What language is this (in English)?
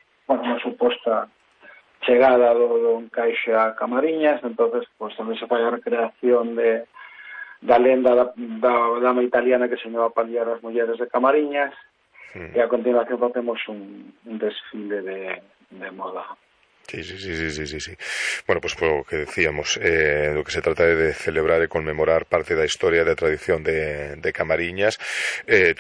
Galician